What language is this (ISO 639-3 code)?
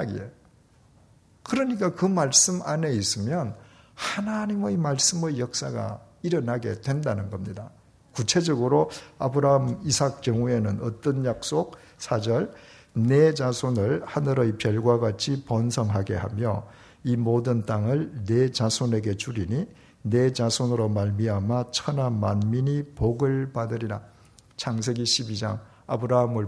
kor